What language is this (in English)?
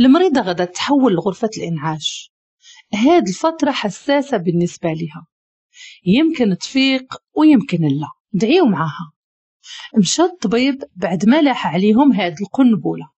Moroccan Arabic